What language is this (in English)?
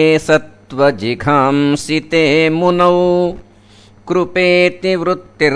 Sanskrit